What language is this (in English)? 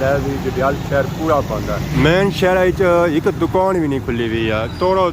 Pahari-Potwari